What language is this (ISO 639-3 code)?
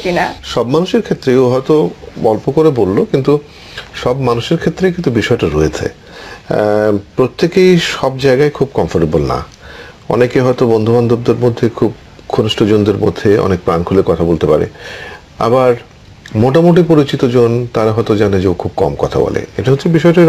ben